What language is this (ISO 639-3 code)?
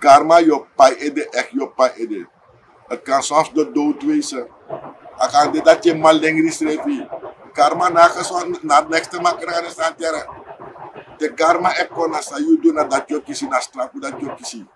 srn